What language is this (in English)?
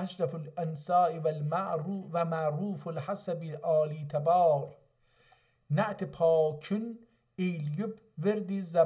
South Azerbaijani